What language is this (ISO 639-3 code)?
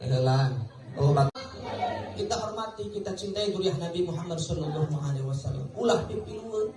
sun